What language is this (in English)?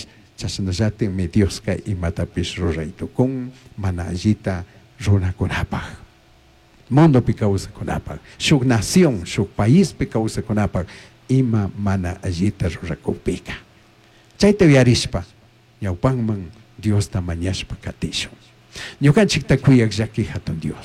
Chimborazo Highland Quichua